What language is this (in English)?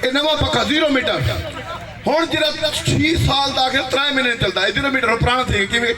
Saraiki